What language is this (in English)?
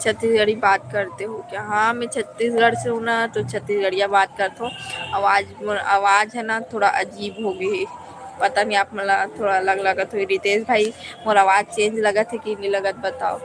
Chhattisgarhi